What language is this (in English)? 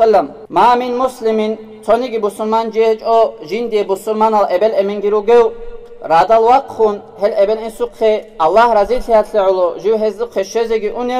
Avaric